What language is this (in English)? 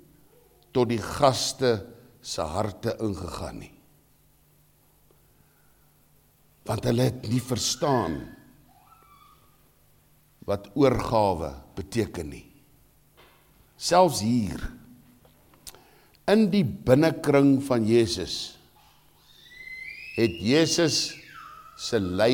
Afrikaans